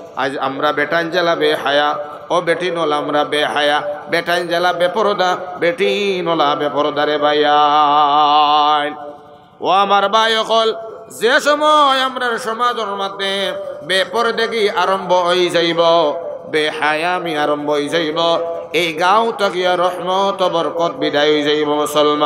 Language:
Sylheti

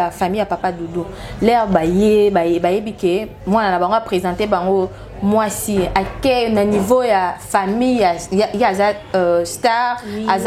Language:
Lingala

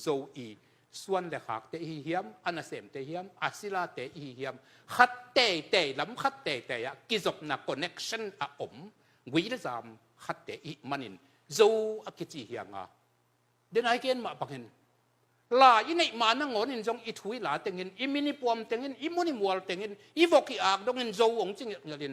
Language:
Tedim Chin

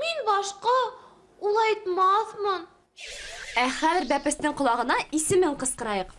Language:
Bashkir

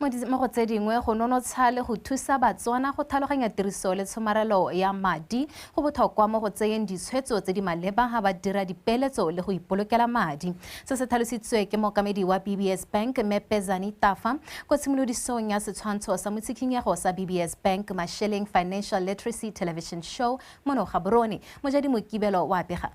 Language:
Tswana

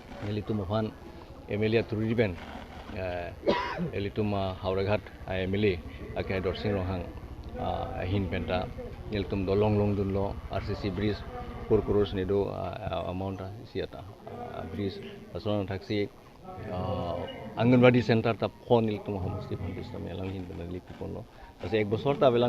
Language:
Karbi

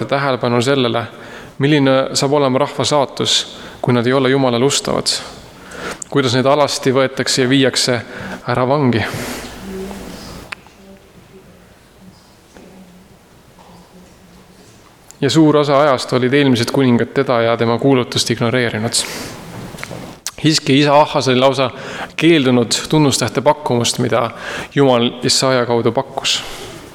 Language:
Estonian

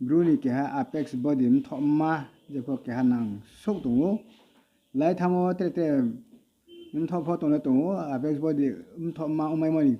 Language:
Riang (India)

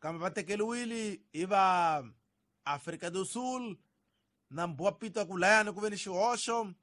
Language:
Tsonga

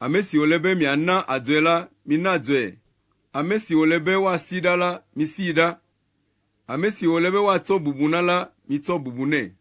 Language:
Ewe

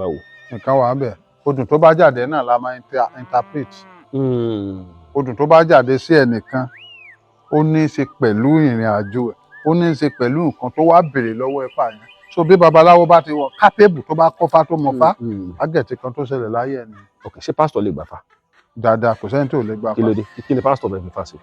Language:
Yoruba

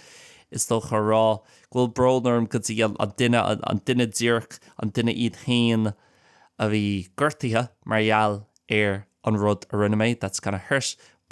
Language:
Irish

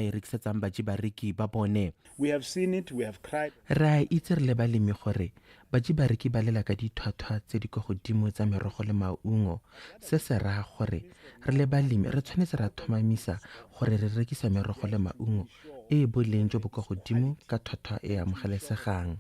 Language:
Tswana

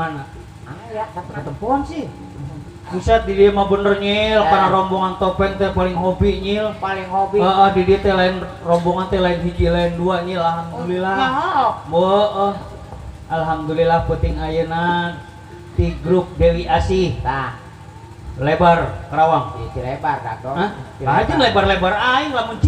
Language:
Sundanese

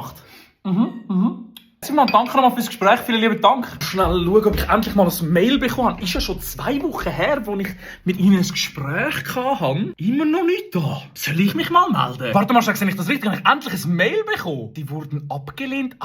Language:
Swiss German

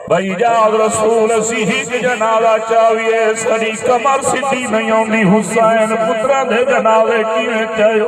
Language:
Saraiki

